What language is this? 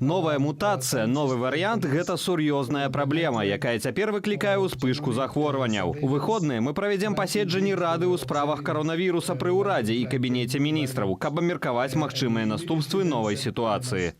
Belarusian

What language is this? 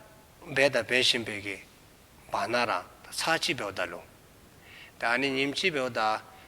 Dzongkha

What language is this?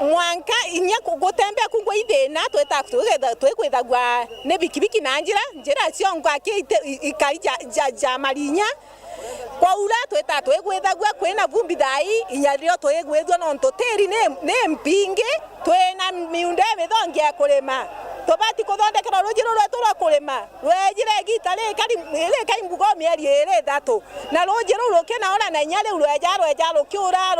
Meru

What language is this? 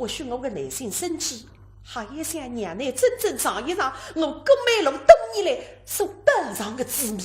Wu Chinese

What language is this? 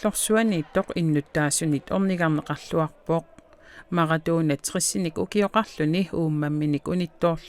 Kalaallisut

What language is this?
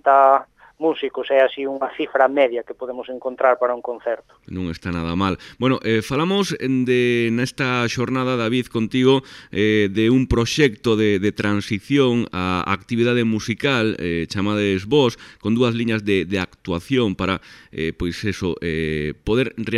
Galician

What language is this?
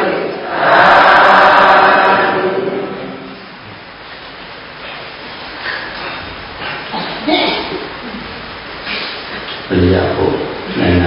Burmese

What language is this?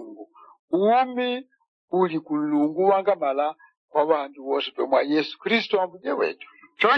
Yao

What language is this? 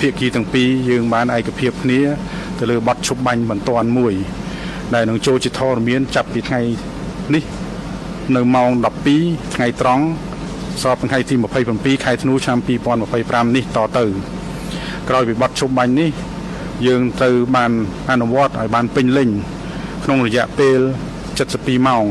Khmer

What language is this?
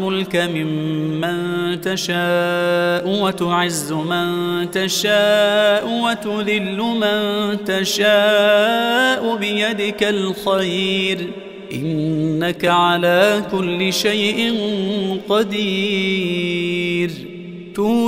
Arabic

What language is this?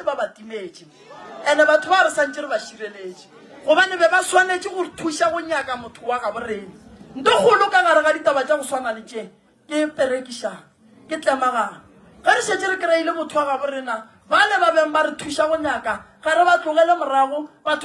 Northern Sotho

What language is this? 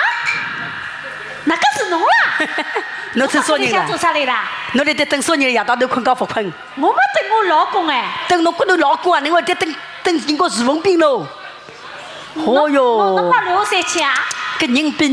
Wu Chinese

